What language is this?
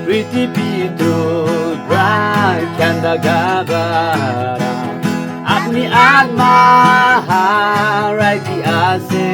Naga Pidgin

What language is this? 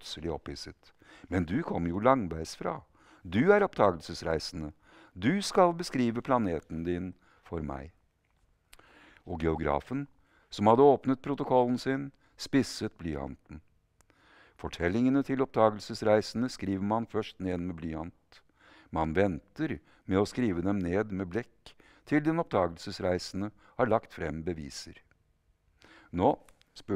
Norwegian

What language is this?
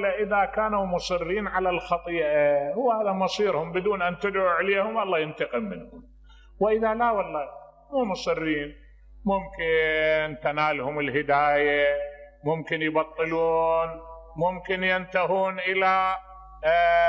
Mesopotamian Arabic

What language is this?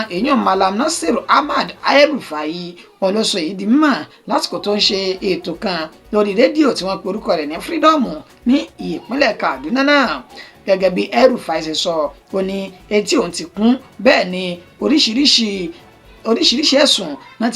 Yoruba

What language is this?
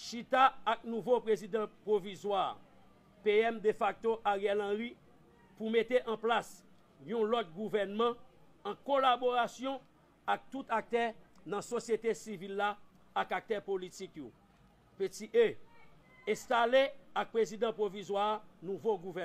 Haitian Creole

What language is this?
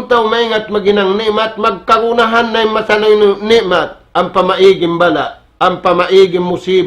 Tausug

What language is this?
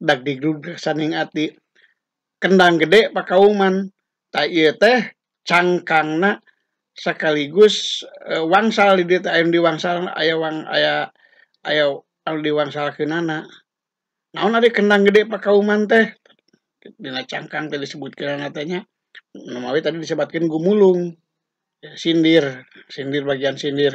Sundanese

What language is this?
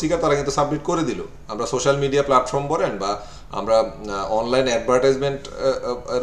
Bangla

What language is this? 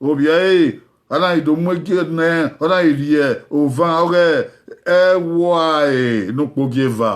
Bini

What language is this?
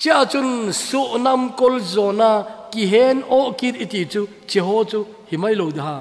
Thado Chin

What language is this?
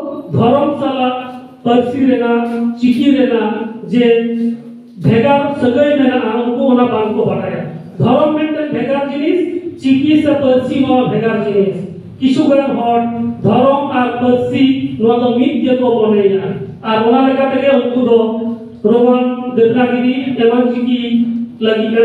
Santali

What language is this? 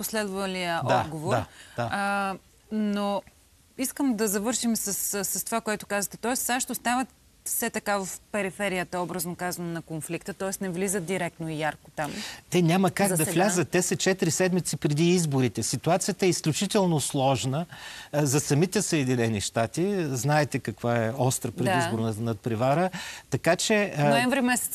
Bulgarian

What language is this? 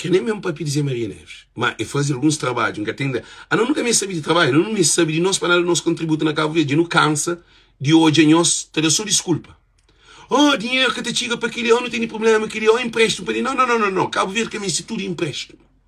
Kabuverdianu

